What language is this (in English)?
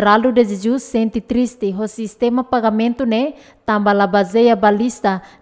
Tetum